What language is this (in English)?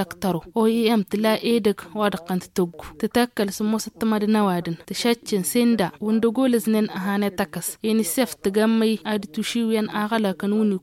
Tamasheq